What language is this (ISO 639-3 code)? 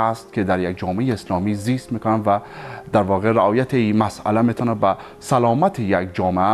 fas